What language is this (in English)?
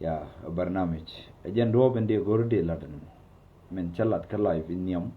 Nuer